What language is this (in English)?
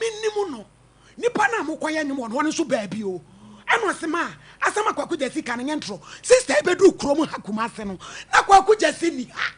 Akan